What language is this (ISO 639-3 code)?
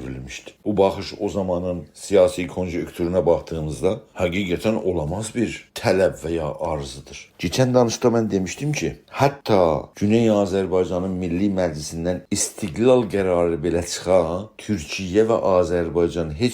azb